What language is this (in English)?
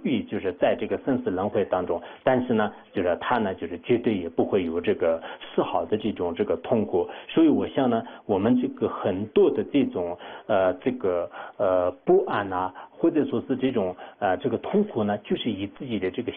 Chinese